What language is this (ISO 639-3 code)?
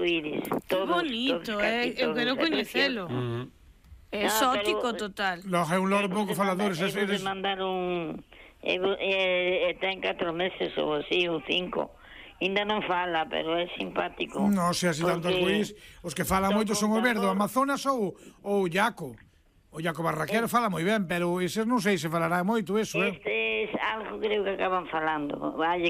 glg